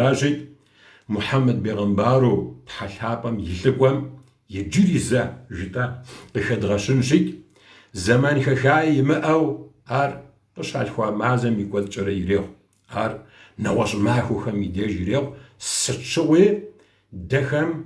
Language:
Kabardian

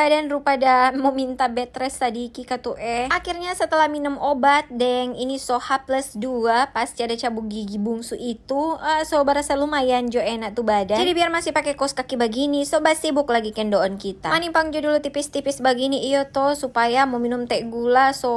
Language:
Manado Malay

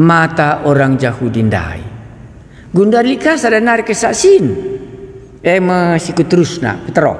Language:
Batak Karo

